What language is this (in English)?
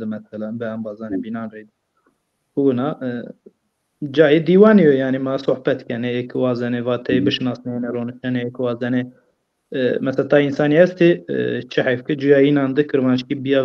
Zaza